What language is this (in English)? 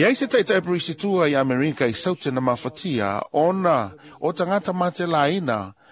Samoan